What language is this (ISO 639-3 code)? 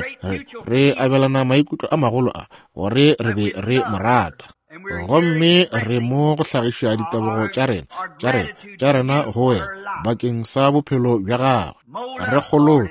nso